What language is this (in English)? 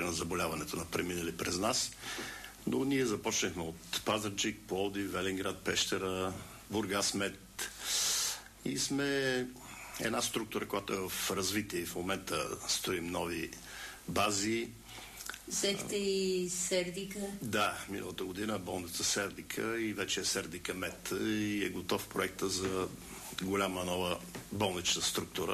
Bulgarian